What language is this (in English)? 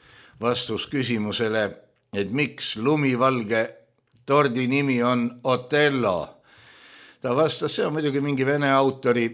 Estonian